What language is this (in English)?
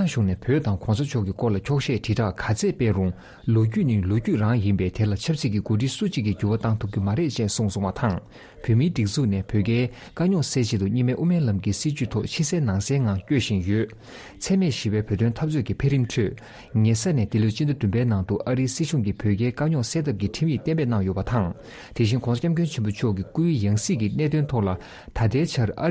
Tibetan